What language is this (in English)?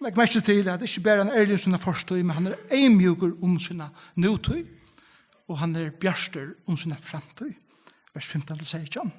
Faroese